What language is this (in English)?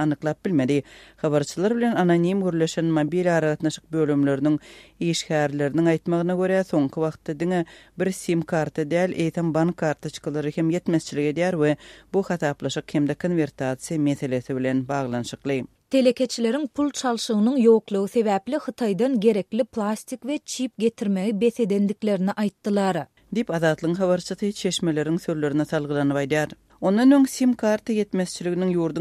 Turkmen